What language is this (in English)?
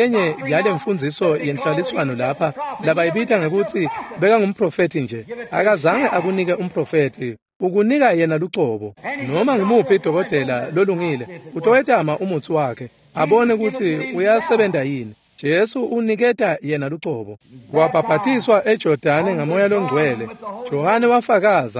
Swati